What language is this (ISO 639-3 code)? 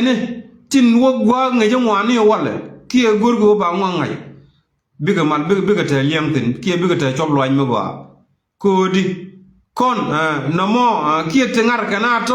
nus